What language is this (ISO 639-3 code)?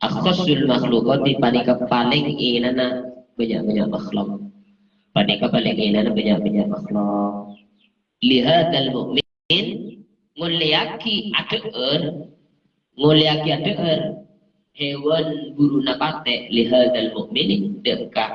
mad